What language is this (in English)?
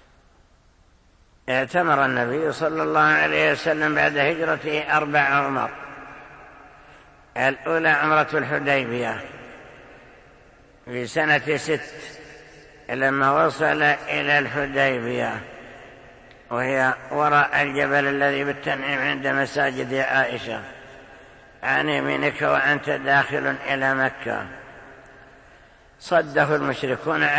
Arabic